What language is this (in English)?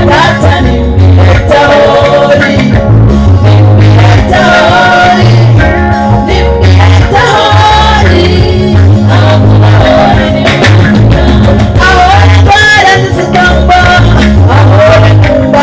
Nyankole